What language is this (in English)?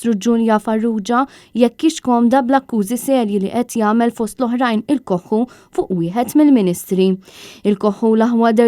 Maltese